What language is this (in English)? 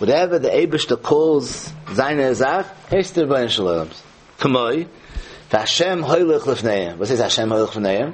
Yiddish